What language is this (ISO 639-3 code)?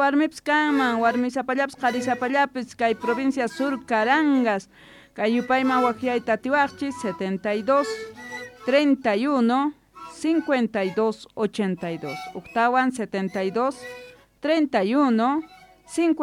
quh